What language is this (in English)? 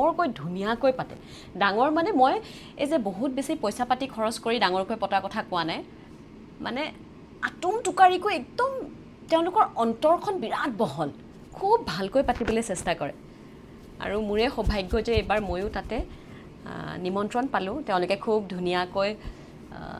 Assamese